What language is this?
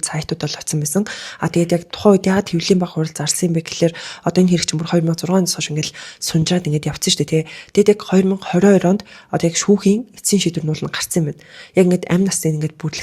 Mongolian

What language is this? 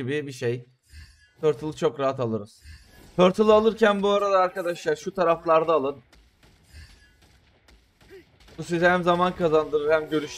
Turkish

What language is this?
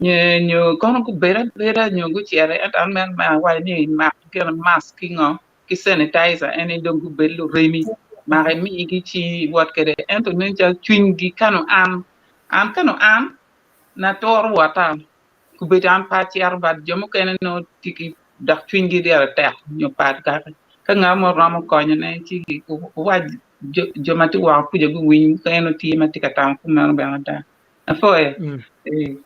Acoli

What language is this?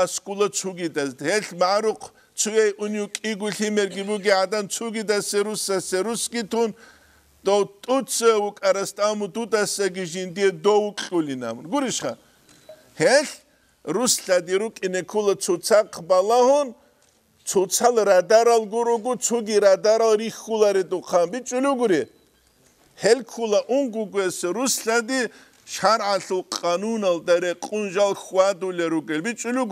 Avaric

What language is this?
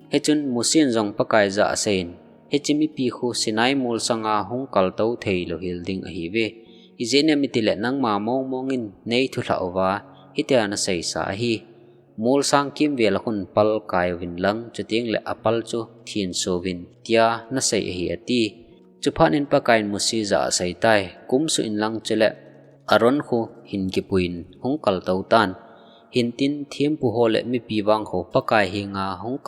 Thado Chin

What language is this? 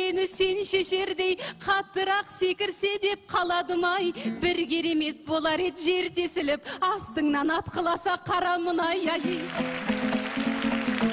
Kazakh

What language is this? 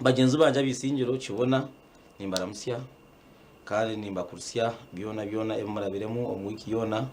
Nyankole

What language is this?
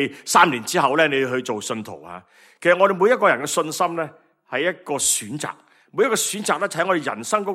Cantonese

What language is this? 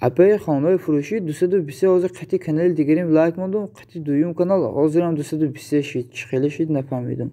Tajik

